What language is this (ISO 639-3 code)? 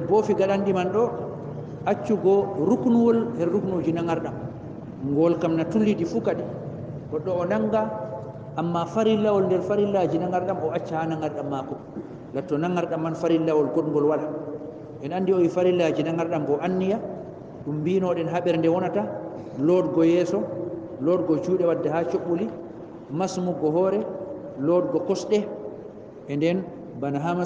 ful